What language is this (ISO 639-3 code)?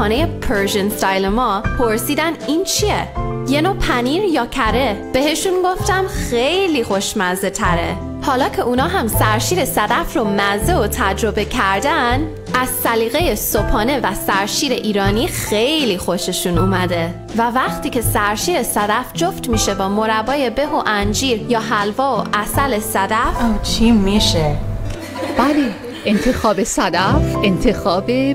fas